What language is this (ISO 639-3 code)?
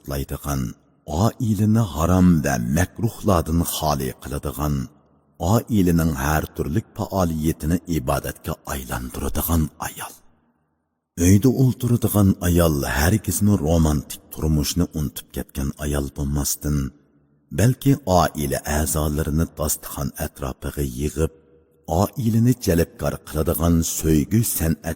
uig